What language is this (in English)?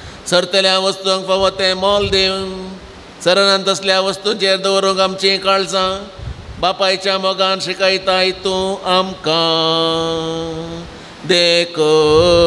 Konkani